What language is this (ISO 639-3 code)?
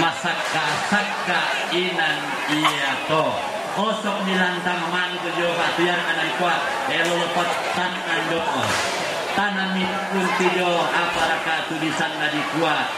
sda